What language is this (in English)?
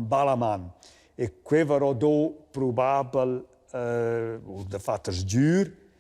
Romansh